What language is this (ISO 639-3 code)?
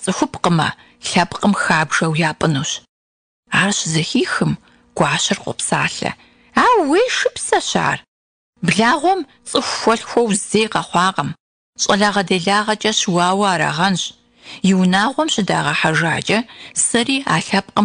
kbd